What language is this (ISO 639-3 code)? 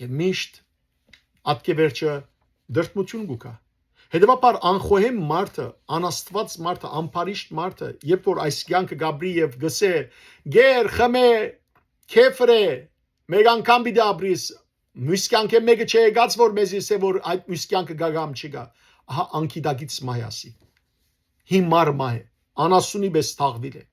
hyw